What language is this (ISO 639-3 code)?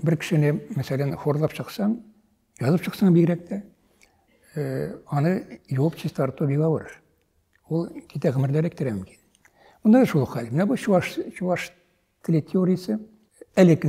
tat